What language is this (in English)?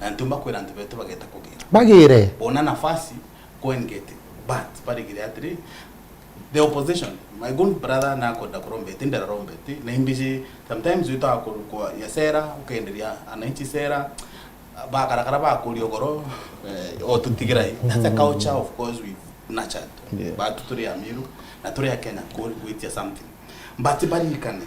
Meru